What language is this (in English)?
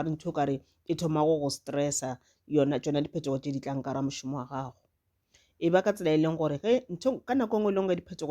Northern Sotho